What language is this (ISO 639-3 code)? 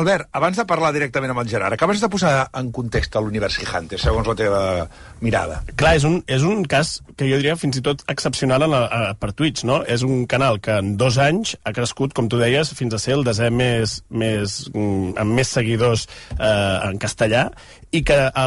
cat